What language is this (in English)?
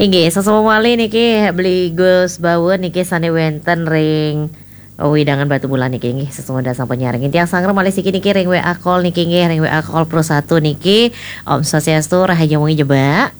Balinese